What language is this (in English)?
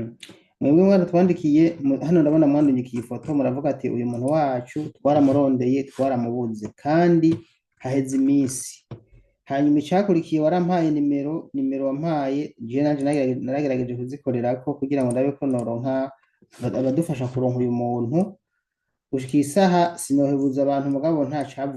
Rundi